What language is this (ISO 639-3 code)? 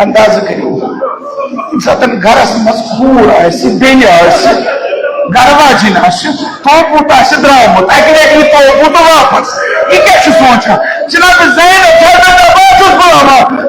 kas